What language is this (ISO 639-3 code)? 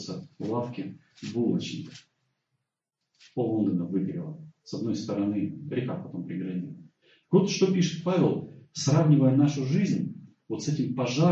rus